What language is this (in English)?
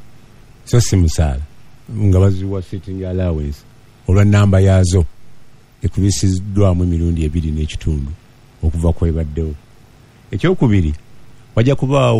Ganda